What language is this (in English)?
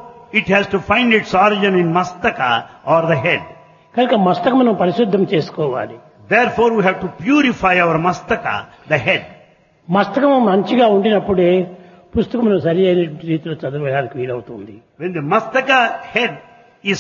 Telugu